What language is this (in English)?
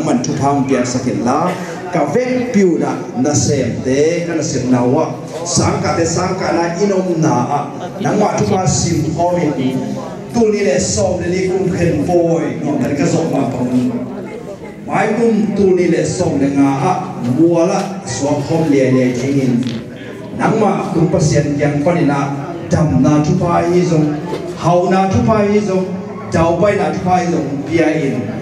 Tedim Chin